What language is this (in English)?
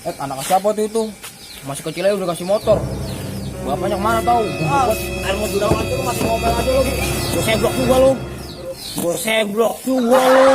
Betawi